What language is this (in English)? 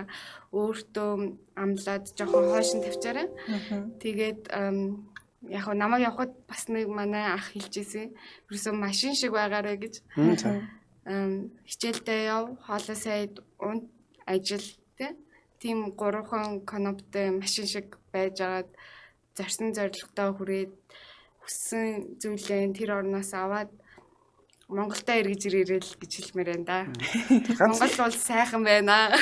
Mongolian